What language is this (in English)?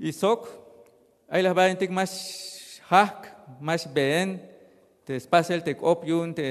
Tzeltal